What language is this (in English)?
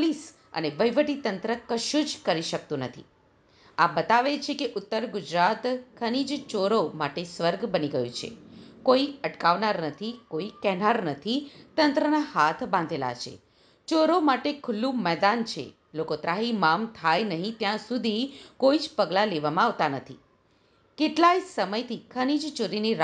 Gujarati